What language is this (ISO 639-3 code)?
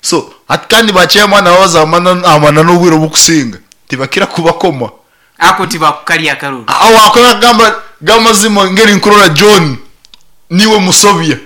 nyn